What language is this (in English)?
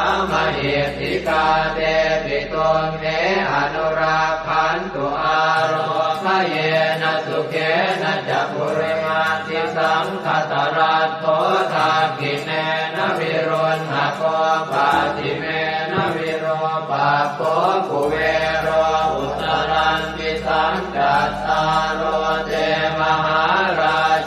Pali